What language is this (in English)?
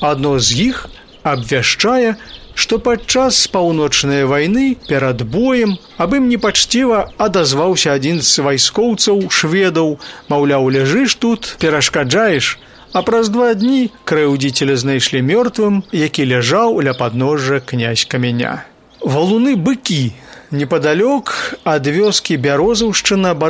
Belarusian